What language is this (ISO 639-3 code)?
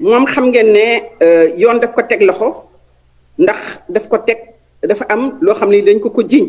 wol